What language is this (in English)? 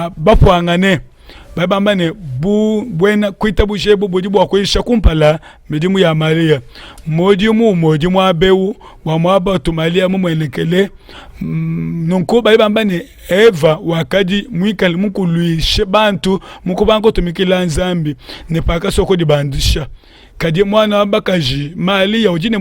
Luba-Lulua